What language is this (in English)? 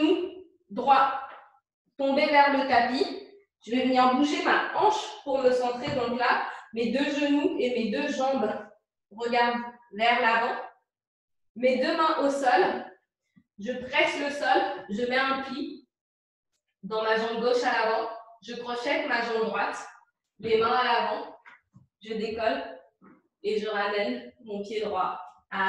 French